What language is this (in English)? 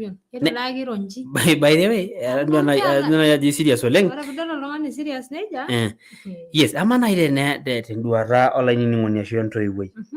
Masai